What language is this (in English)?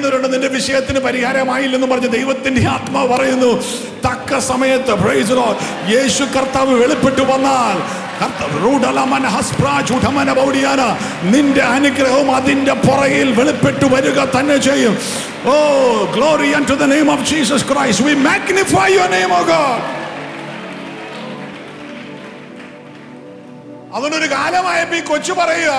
Malayalam